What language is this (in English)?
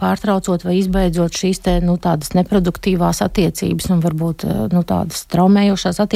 Latvian